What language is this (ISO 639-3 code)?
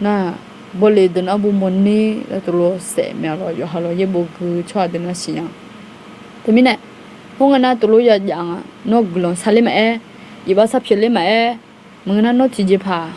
ahk